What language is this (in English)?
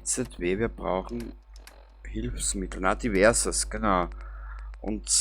Bavarian